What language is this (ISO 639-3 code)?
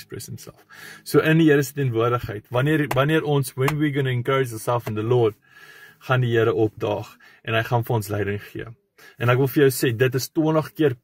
afr